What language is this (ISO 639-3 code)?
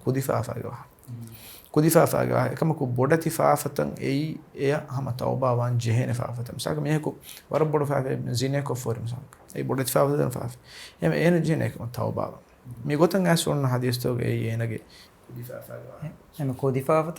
div